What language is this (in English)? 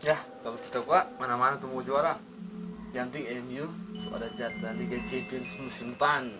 Manado Malay